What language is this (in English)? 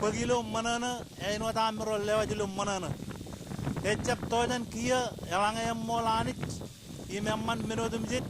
Marshallese